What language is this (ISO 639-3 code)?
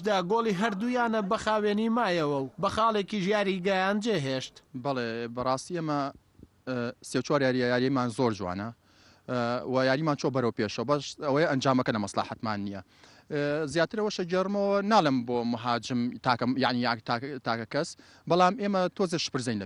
ckb